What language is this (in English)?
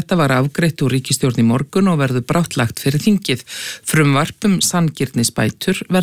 Icelandic